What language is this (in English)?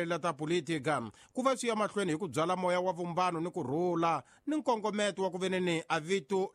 Tsonga